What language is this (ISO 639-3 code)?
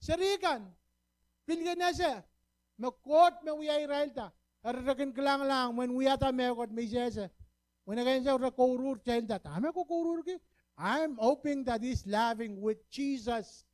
pon